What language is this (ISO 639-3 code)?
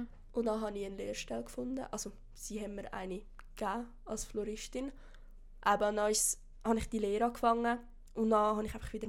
deu